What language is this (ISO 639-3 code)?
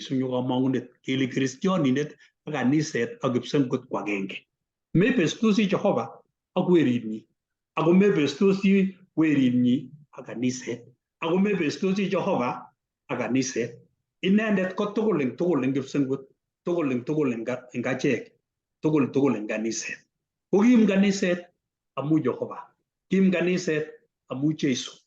kln